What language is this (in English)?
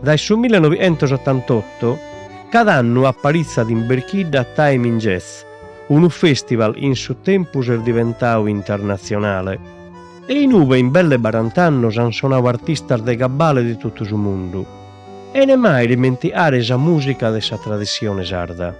Sardinian